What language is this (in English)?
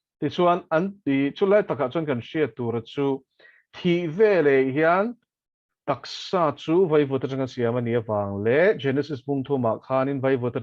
Mizo